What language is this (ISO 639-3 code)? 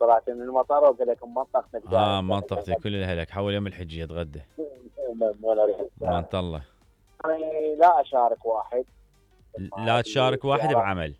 acm